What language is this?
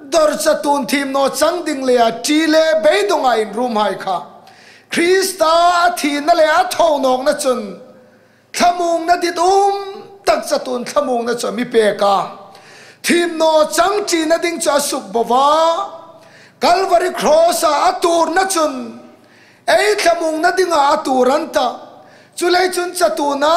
Hmar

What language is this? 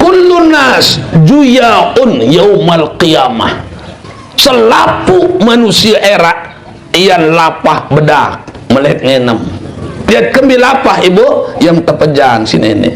Sasak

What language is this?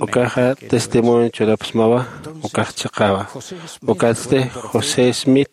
Aymara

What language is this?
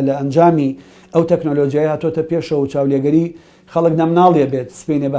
Central Kurdish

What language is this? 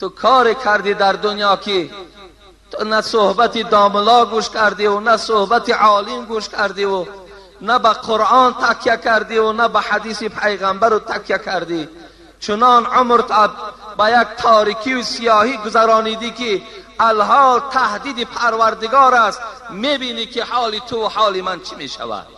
Tajik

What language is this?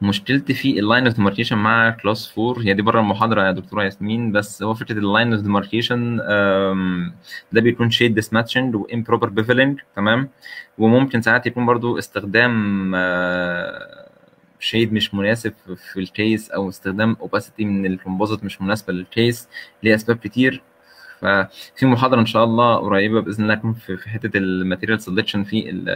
Egyptian Arabic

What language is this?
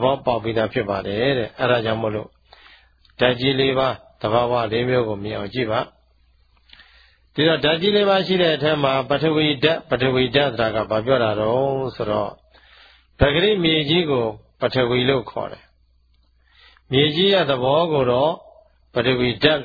Burmese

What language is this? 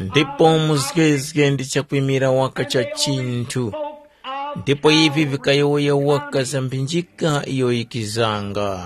Tumbuka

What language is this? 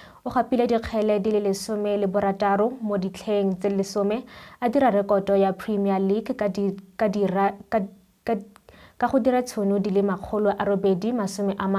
Tswana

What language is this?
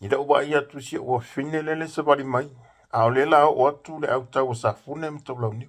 Samoan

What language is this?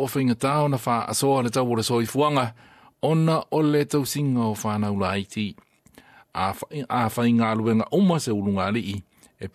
Samoan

